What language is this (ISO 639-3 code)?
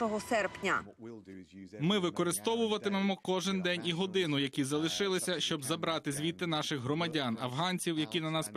ukr